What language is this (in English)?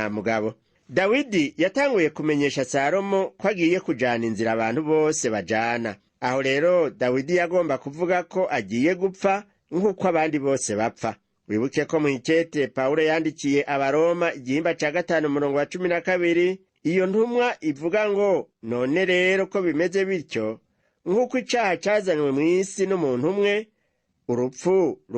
Rundi